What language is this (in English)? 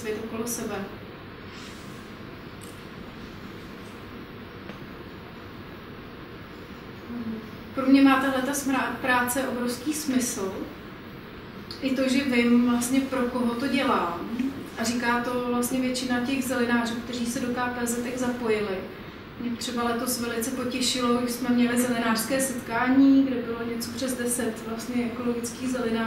Czech